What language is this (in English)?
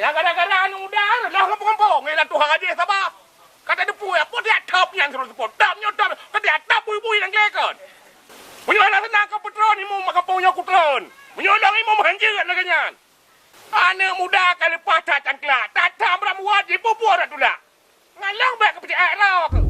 Achinese